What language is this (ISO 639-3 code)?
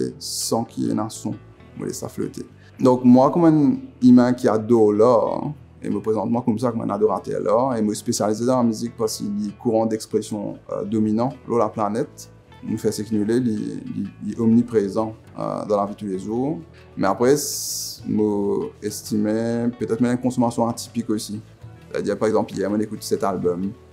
mfe